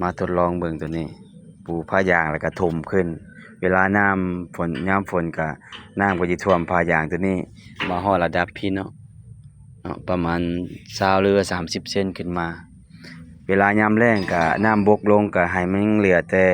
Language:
Lao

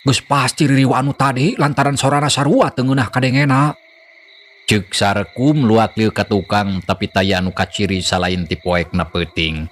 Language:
Sundanese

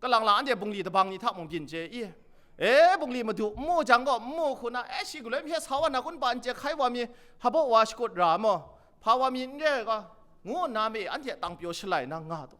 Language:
Kachin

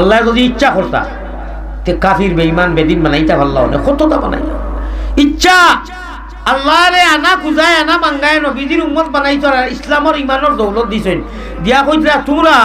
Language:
Sylheti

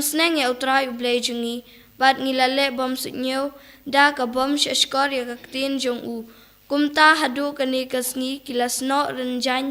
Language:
Khasi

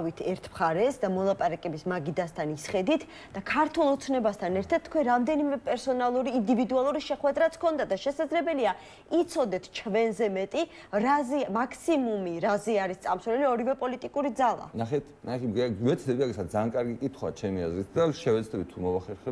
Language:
Georgian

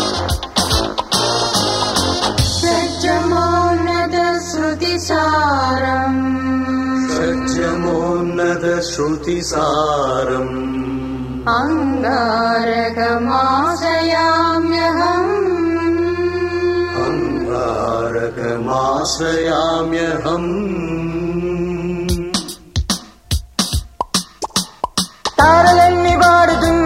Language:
Telugu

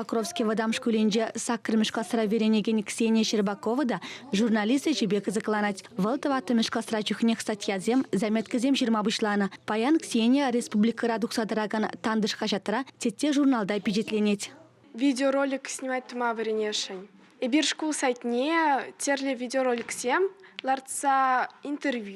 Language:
Chuvash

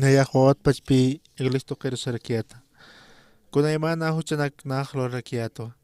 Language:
Aymara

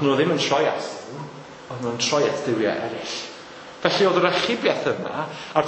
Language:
Welsh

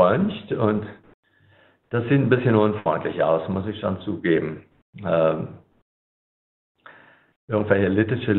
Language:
German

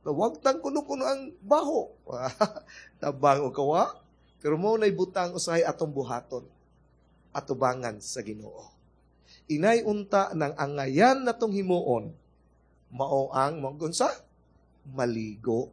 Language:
Cebuano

